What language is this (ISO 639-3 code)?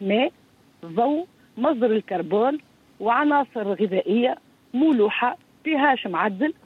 aeb